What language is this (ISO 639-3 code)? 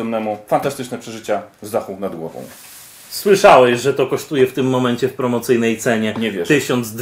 pol